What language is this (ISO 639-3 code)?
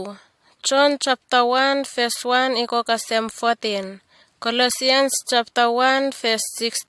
bis